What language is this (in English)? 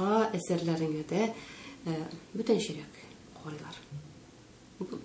Tatar